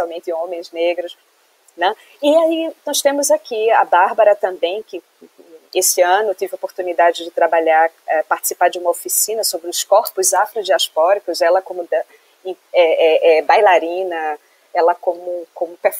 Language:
Portuguese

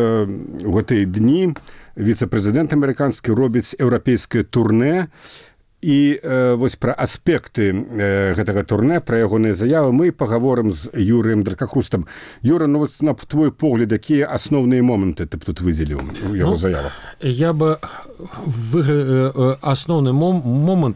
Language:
Belarusian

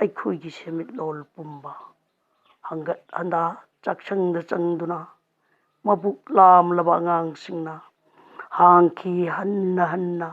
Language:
Manipuri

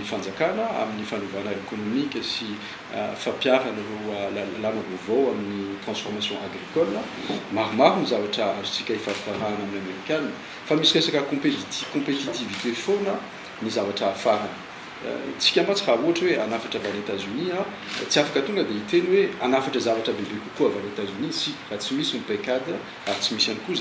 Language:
Malagasy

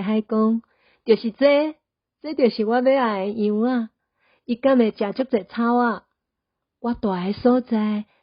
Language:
Min Nan Chinese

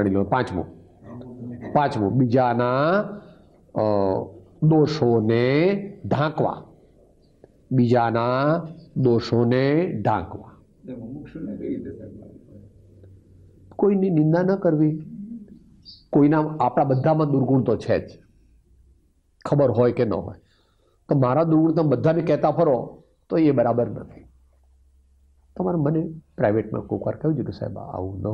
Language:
Gujarati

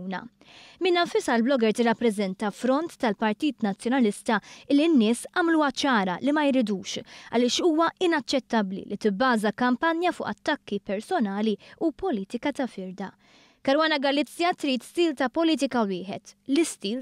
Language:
Maltese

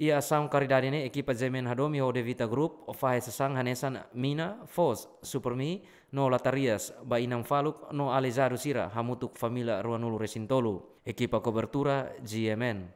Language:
Tetum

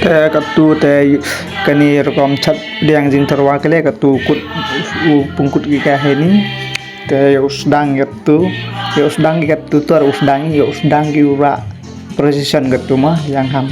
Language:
Khasi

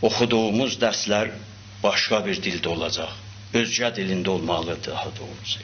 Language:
South Azerbaijani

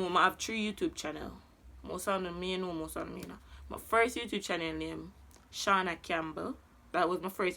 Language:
Jamaican Creole English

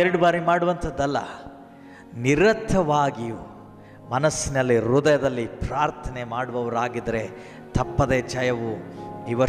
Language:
Kannada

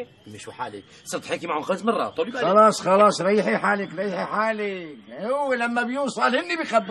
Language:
North Levantine Arabic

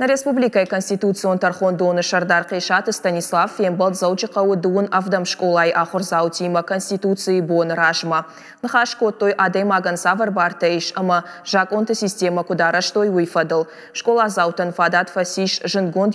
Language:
Ossetic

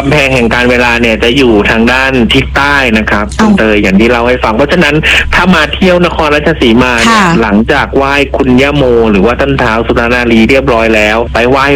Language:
Thai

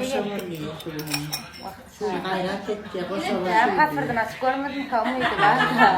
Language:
Turkmen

